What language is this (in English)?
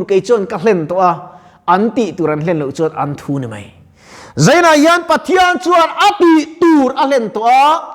Mizo